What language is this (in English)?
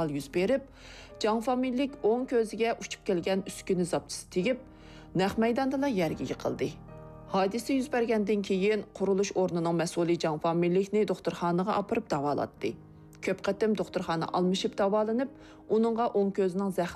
Uyghur